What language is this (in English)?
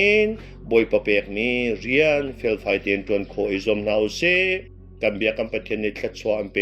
Hakha Chin